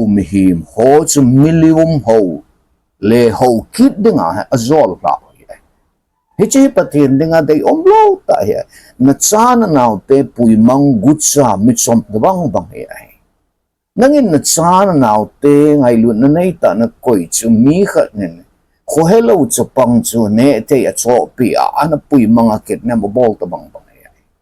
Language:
Thado Chin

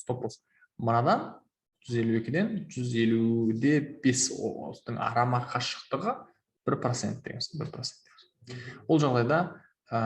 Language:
Kazakh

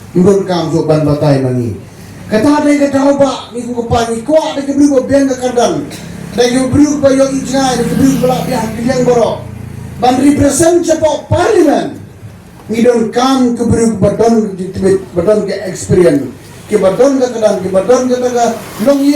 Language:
Khasi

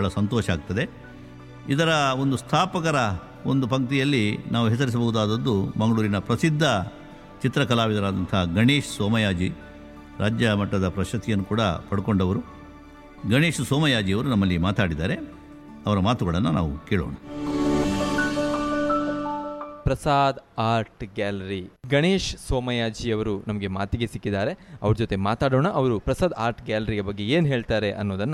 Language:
Kannada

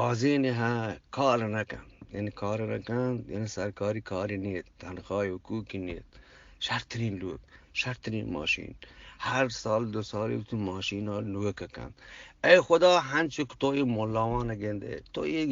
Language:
Eastern Balochi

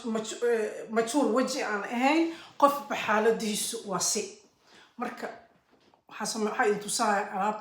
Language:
Somali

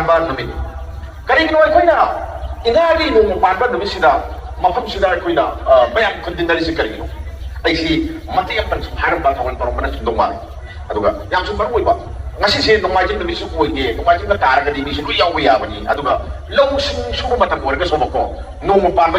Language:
Manipuri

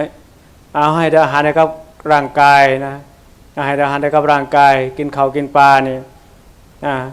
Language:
Northeastern Thai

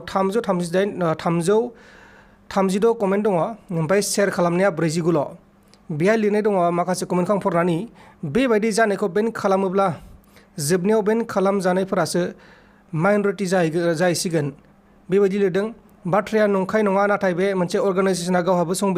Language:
Bodo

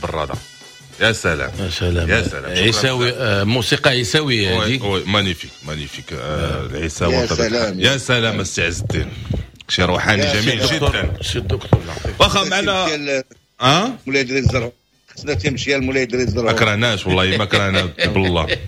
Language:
Moroccan Arabic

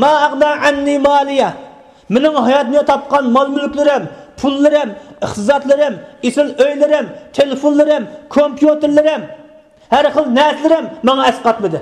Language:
Uyghur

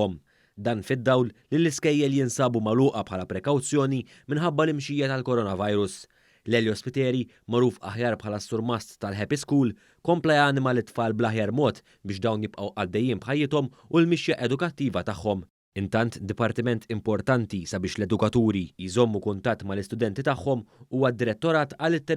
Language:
Maltese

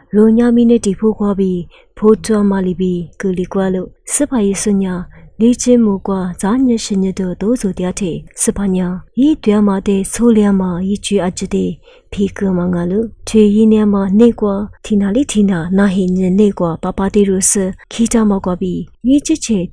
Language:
Lisu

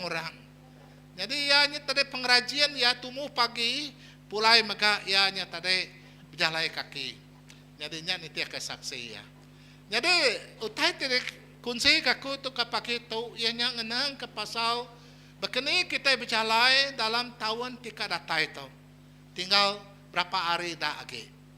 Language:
Iban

